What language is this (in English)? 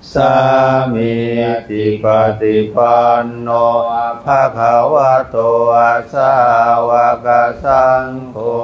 Pali